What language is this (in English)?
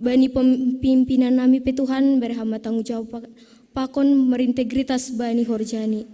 Batak Simalungun